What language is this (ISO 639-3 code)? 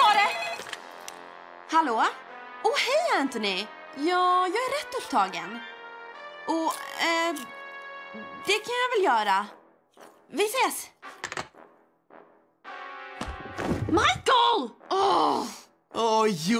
swe